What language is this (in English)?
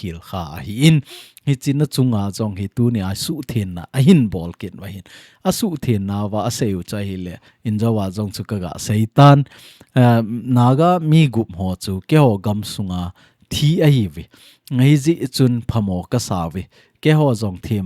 Thado Chin